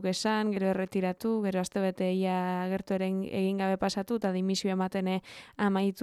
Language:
Basque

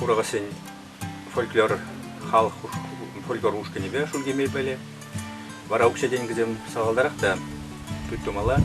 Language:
Chuvash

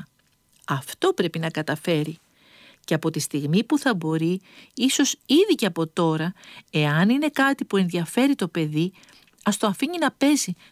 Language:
Greek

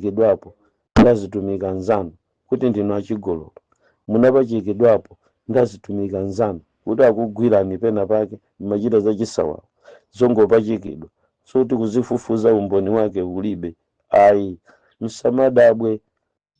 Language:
Nyanja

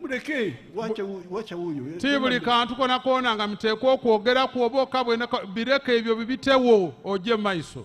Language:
Lango (Uganda)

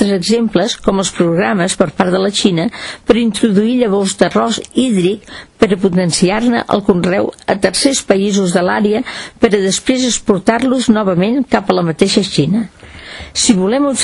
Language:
Catalan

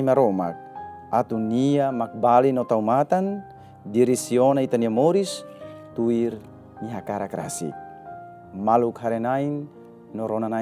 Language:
Tetum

